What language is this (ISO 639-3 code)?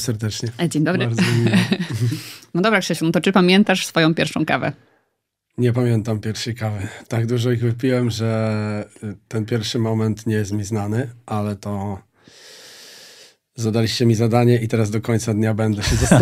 pol